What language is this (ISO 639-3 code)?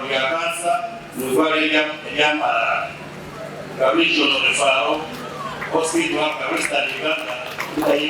nyn